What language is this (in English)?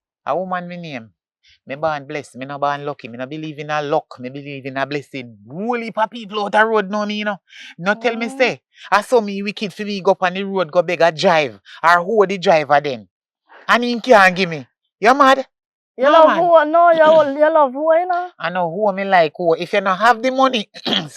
Jamaican Creole English